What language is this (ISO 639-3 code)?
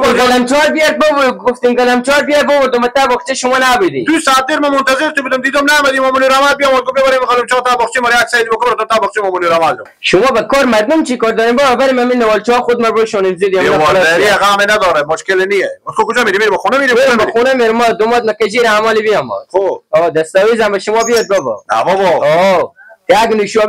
haz